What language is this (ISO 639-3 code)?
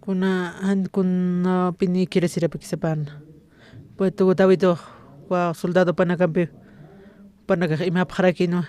aym